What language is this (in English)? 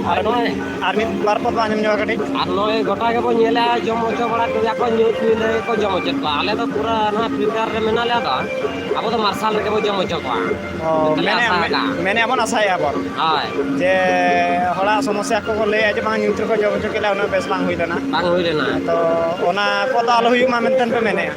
Santali